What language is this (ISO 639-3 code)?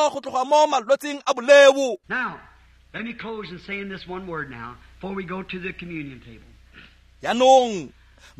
tsn